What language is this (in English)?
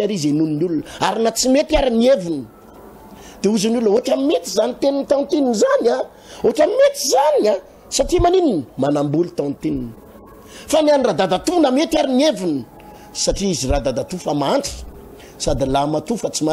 Malagasy